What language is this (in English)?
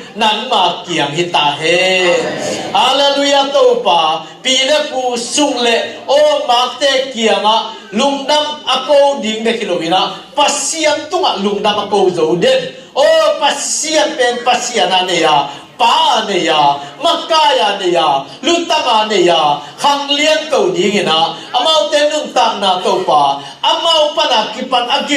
Tedim Chin